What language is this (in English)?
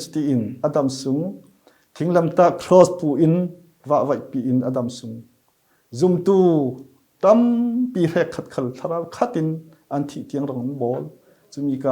Falam Chin